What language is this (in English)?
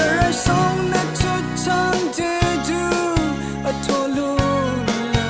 Rawang